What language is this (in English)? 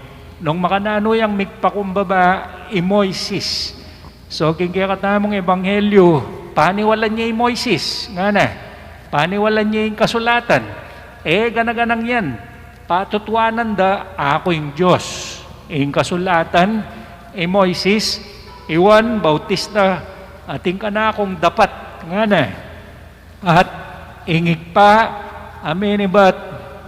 Pampanga